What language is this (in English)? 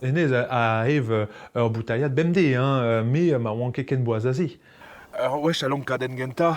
Breton